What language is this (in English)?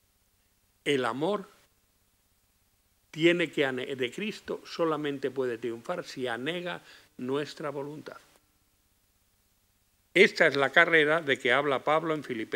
Spanish